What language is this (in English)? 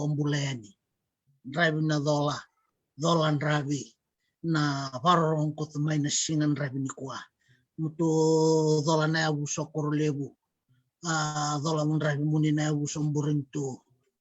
Fijian